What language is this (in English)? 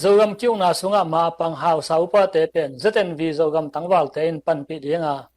Tedim Chin